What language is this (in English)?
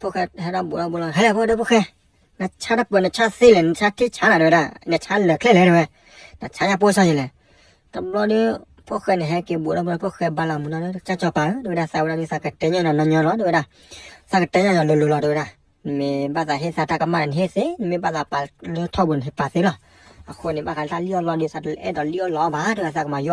S'gaw Karen